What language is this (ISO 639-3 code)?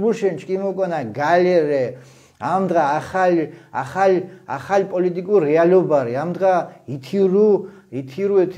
xmf